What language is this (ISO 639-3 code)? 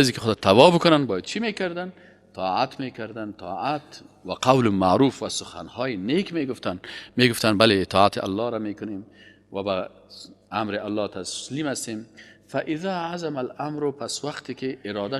fas